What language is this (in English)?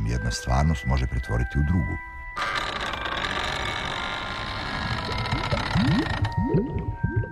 Serbian